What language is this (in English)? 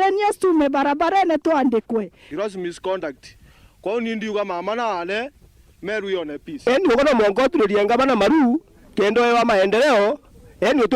Meru